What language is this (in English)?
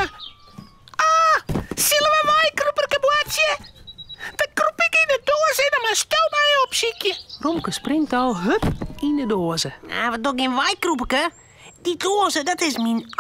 Western Frisian